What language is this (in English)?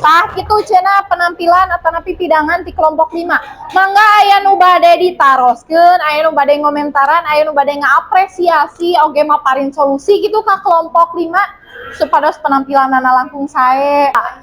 Sundanese